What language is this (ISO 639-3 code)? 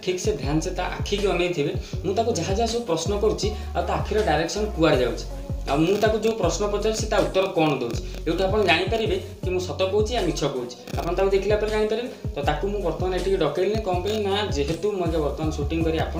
ori